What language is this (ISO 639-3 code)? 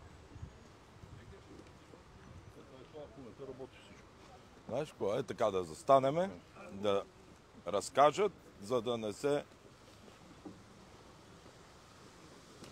bul